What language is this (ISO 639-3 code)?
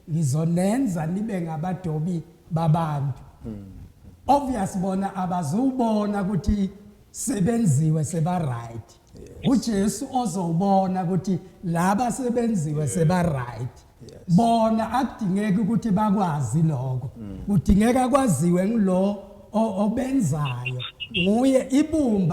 zul